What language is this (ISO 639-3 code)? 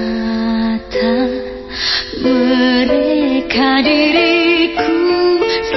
ind